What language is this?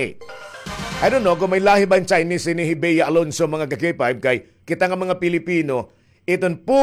Waray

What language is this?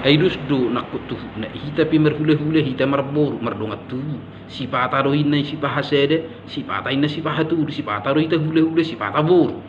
Batak Toba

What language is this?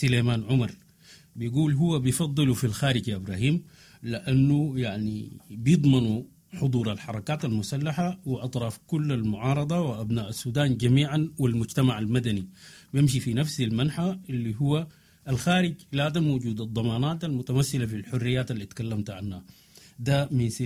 Sudanese Arabic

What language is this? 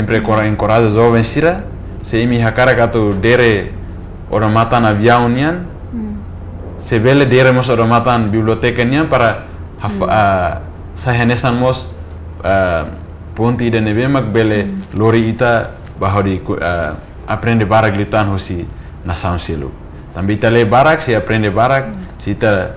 Tetum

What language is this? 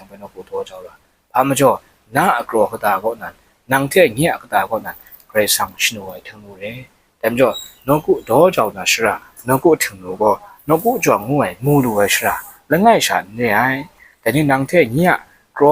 Kachin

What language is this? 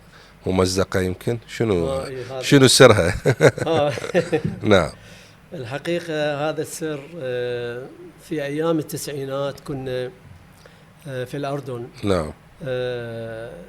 Mesopotamian Arabic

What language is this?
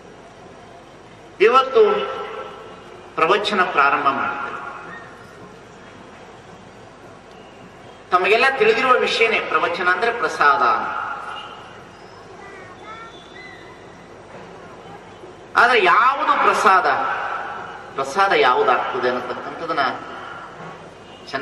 Kannada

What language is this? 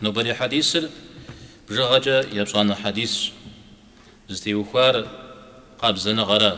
Kabardian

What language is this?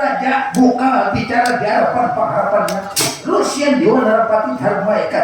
Banjar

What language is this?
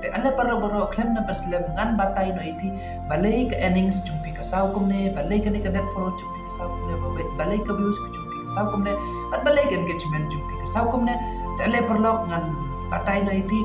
Khasi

